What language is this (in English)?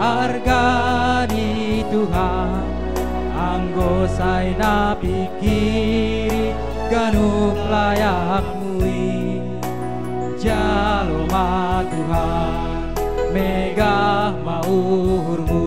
Batak Simalungun